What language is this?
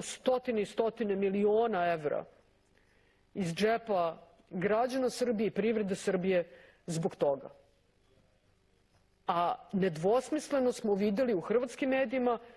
Serbian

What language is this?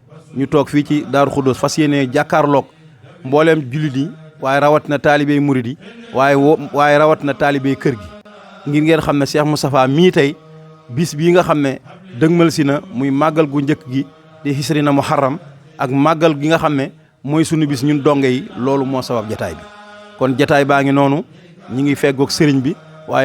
Wolof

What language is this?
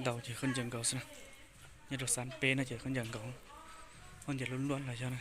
Hmong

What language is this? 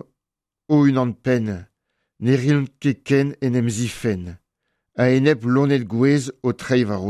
Breton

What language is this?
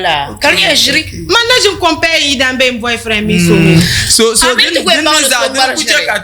Dagbani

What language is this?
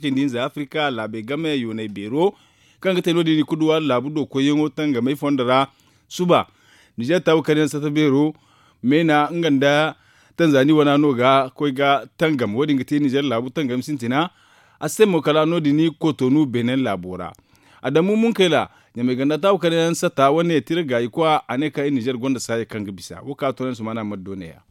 Zarma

